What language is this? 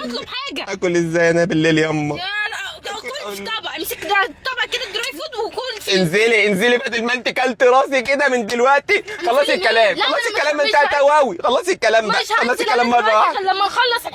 Egyptian Arabic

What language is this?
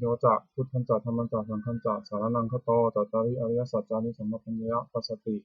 Pali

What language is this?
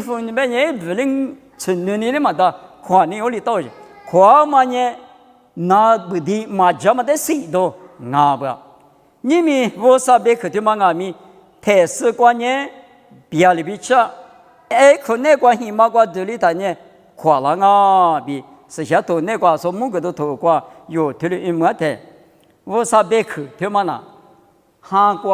Lisu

